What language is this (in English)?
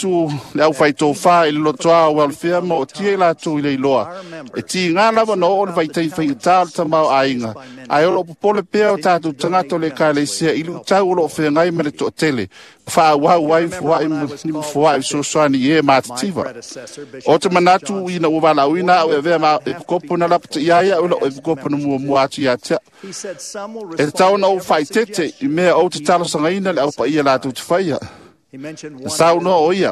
Samoan